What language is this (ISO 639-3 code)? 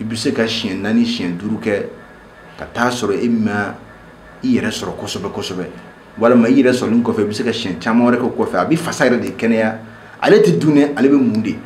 bam